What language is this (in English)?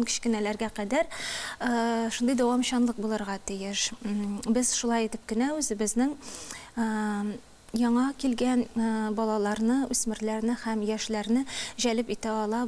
Tatar